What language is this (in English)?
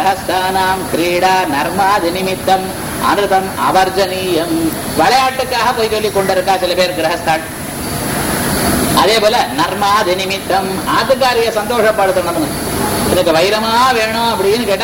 Tamil